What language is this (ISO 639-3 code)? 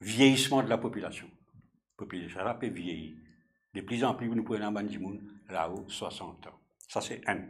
mfe